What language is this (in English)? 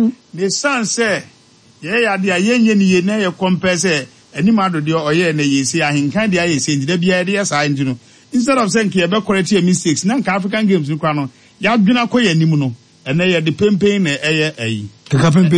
Akan